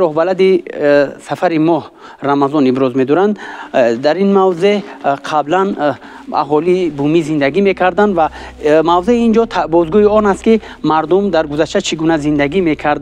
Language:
Tajik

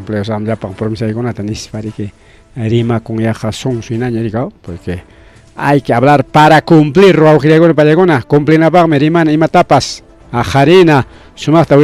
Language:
Ayacucho Quechua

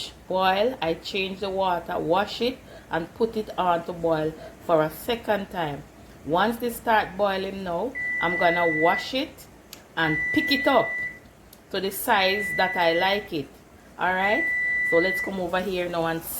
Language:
Jamaican Creole English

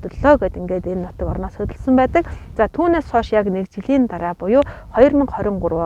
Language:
Mongolian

